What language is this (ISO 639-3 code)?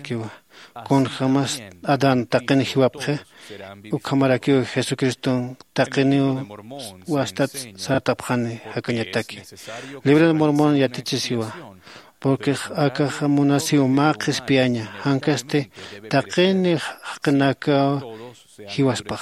aym